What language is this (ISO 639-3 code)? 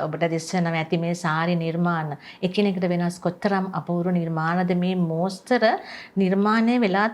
sin